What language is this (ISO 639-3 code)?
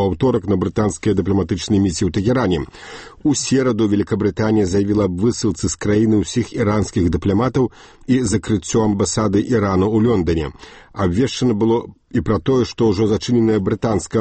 bel